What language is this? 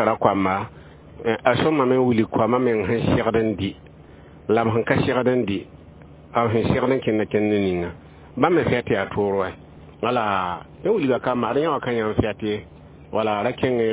Mossi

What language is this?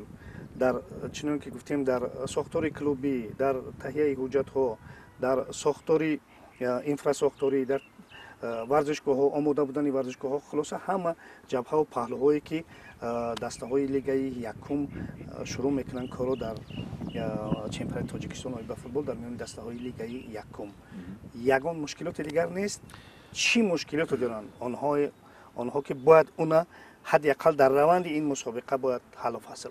Tajik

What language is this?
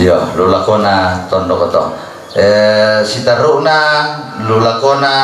Toraja-Sa'dan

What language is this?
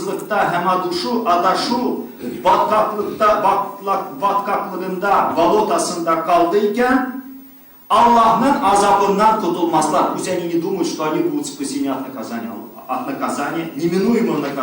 Tatar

